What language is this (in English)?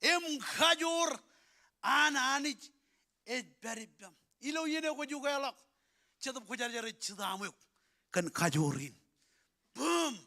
Marshallese